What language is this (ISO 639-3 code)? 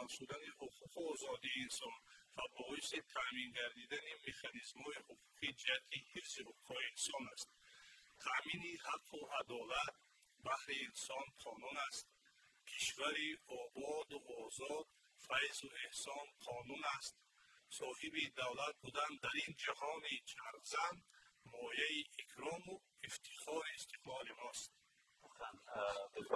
tgk